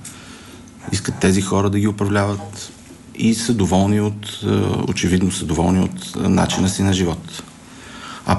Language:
Bulgarian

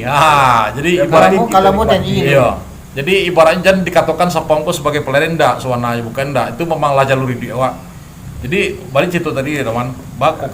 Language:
Minangkabau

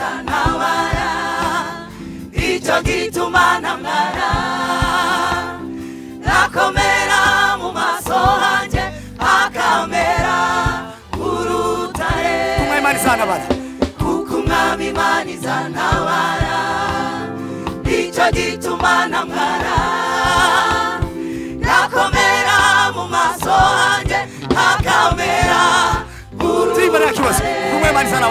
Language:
Kinyarwanda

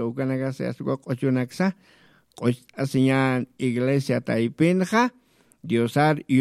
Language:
Aymara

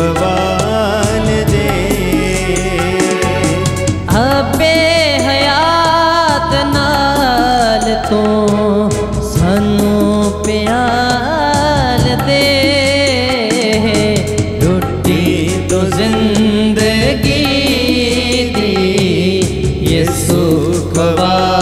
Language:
Punjabi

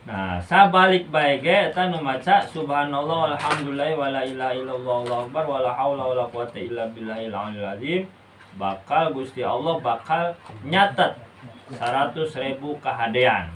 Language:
Sundanese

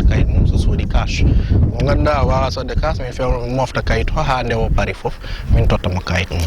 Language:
Fula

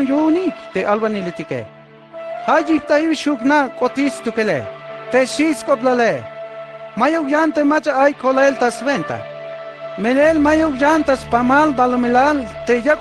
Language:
Tzeltal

